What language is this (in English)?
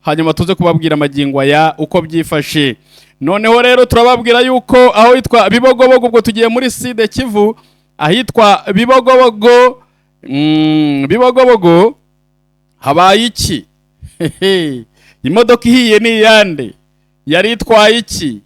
Kinyarwanda